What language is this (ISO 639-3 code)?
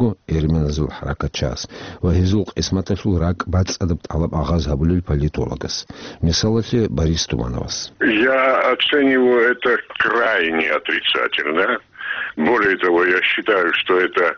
ava